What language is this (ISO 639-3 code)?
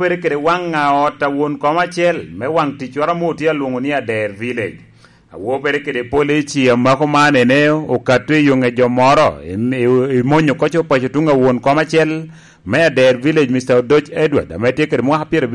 laj